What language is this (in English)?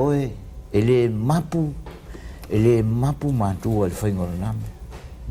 Samoan